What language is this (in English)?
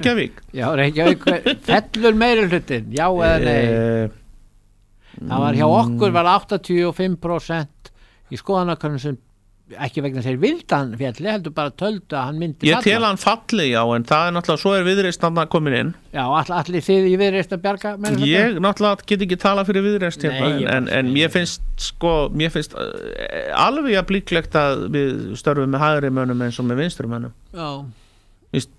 Icelandic